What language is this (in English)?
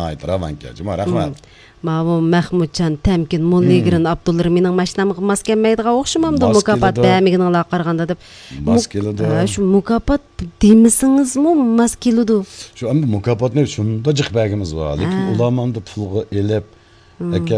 Uyghur